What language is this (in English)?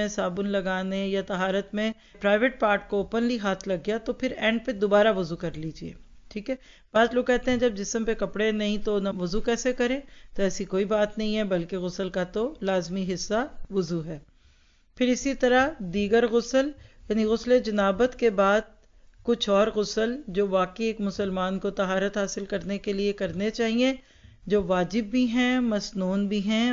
Urdu